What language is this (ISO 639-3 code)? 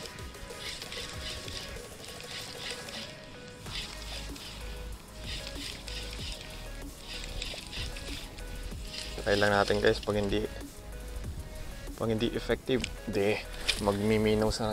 fil